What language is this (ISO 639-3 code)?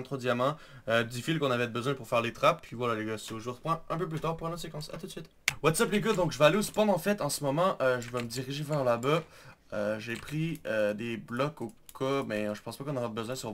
fra